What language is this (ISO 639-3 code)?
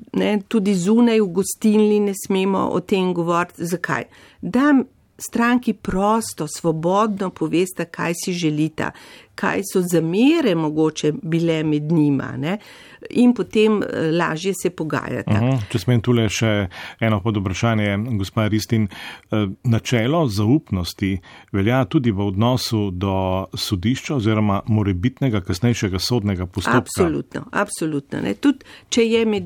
slv